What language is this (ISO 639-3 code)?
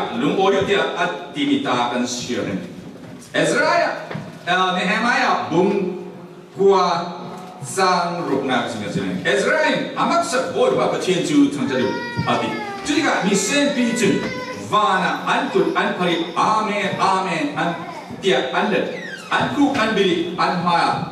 cfm